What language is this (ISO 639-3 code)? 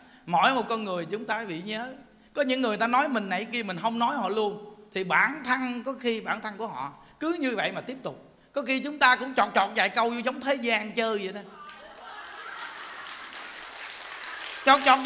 vie